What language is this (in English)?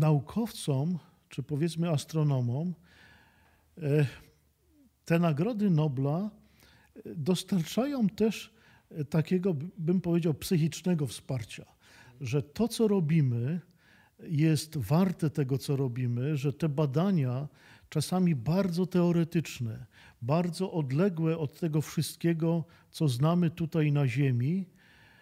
Polish